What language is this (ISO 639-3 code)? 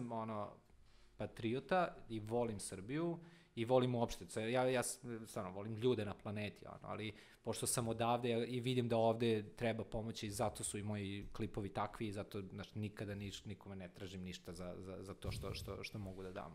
srp